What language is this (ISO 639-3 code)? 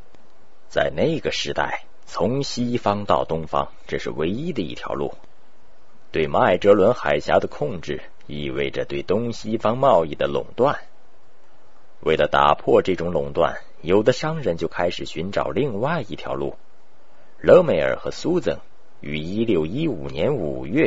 zho